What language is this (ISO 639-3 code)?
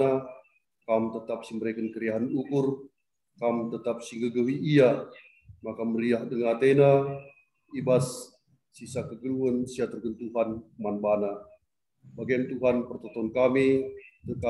btx